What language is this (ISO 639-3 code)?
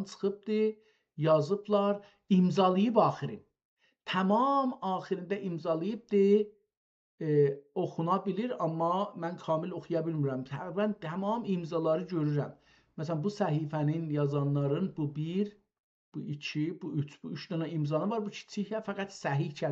azb